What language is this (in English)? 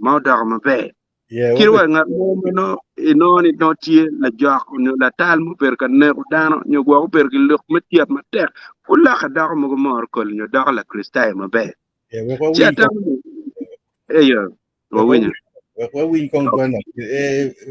Acoli